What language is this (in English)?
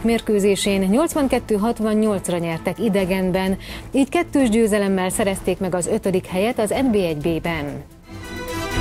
Hungarian